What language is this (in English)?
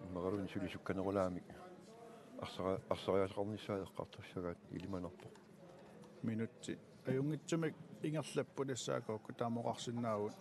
Kalaallisut